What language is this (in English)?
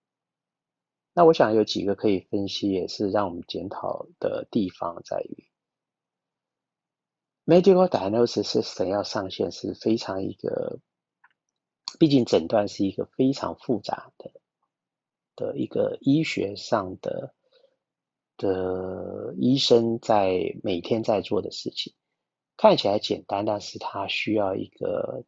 Chinese